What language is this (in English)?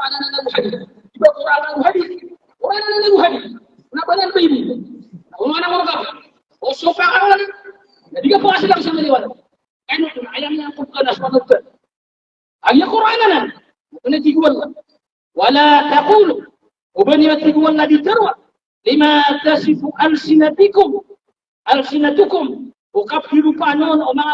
Maranao